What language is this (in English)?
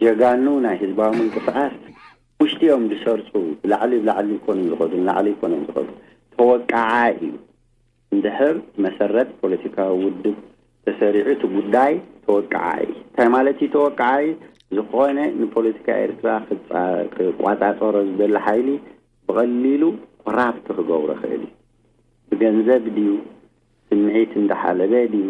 Tigrinya